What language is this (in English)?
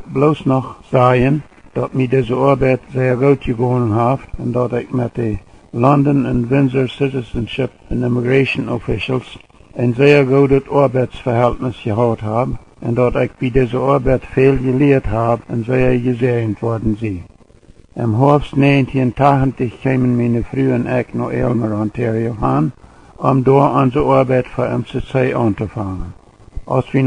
Plautdietsch